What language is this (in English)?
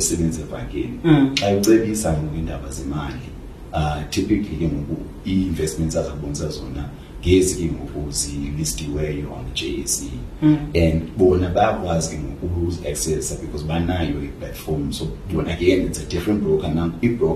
Xhosa